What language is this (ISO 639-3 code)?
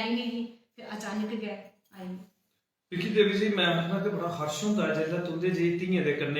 doi